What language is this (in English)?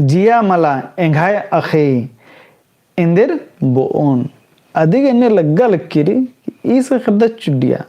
Kurukh